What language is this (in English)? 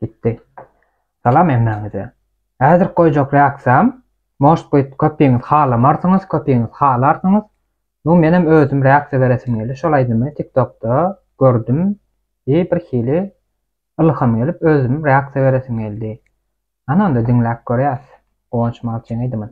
Turkmen